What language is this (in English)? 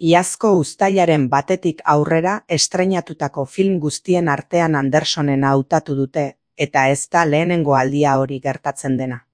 Basque